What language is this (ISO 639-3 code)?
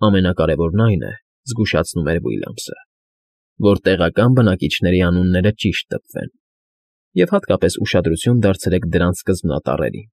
hye